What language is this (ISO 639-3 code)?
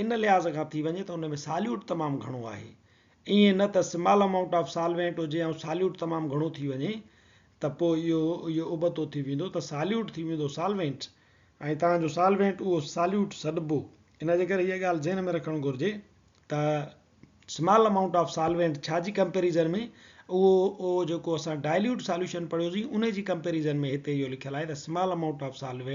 snd